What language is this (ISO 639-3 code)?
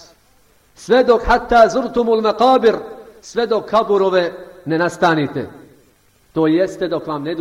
bos